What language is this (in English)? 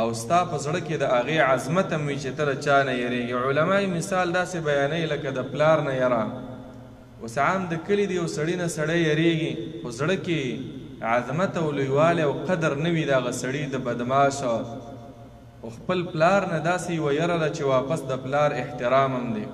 Pashto